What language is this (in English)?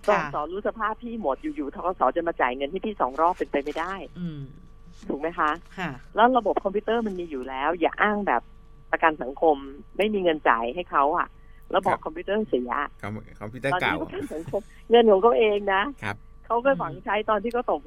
Thai